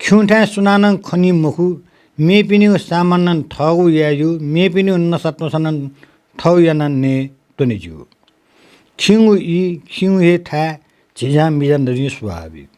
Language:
Newari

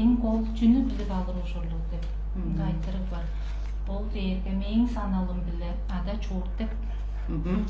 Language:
Tuvinian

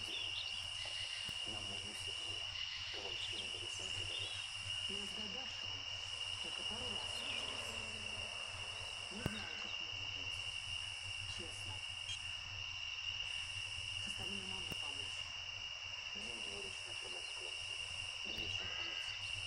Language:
Russian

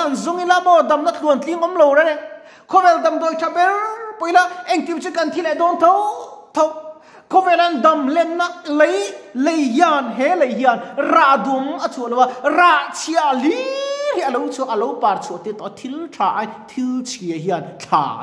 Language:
Mizo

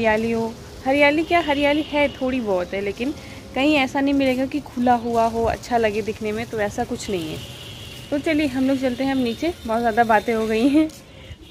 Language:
Hindi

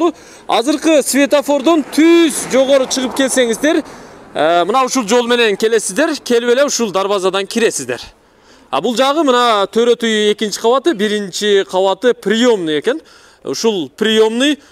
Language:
Kyrgyz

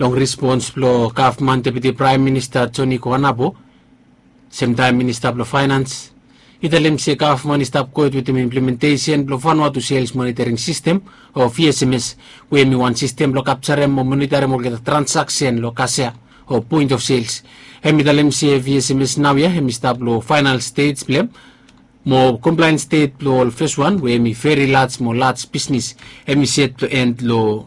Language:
Bislama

